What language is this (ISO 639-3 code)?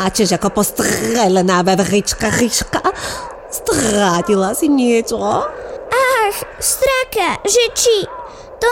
slk